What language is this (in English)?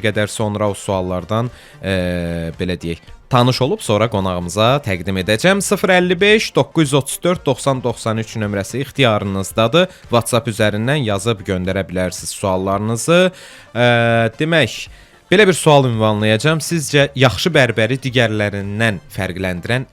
Azerbaijani